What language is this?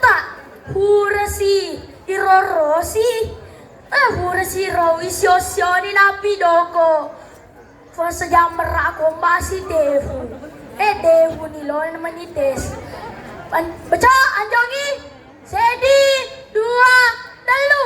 Buginese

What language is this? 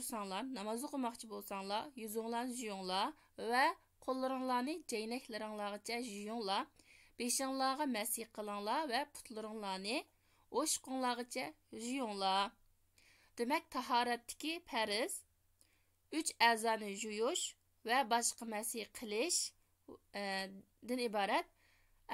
Uyghur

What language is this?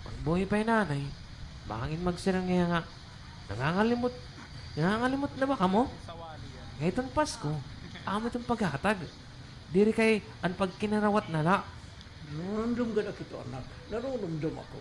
Waray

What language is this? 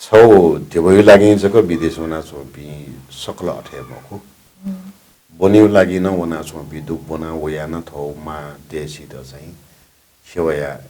Newari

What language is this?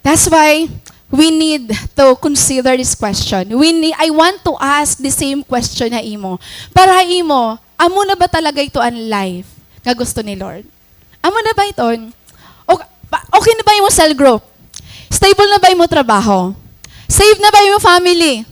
Waray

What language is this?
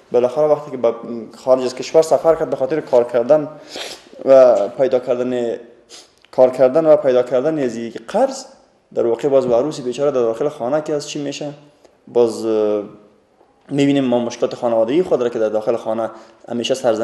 Persian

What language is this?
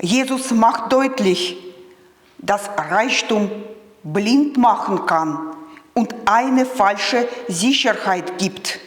Swiss German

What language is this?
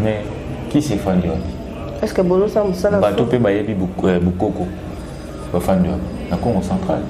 Lingala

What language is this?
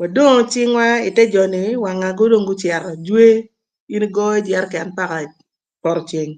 Acoli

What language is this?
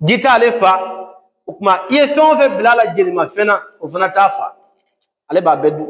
Bambara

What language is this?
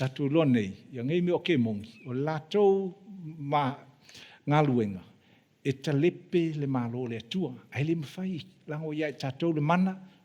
Samoan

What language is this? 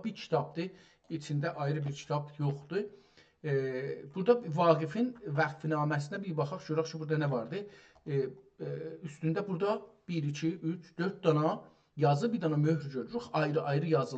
South Azerbaijani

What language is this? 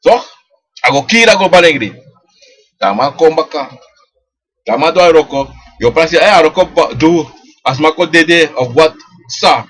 Sranan Tongo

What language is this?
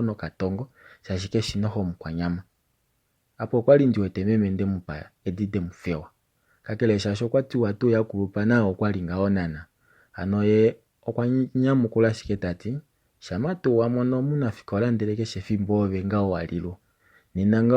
Kuanyama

